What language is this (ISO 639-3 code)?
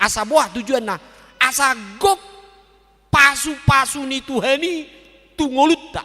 bbc